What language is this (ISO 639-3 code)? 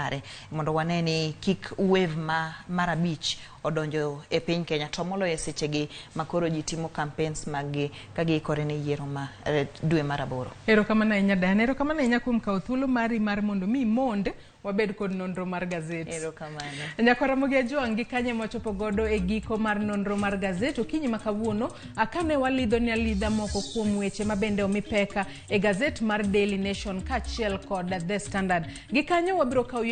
luo